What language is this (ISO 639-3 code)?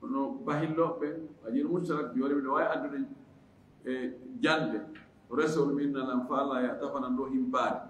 ful